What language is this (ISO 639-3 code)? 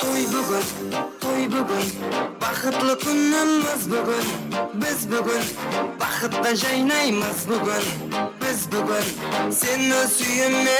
kaa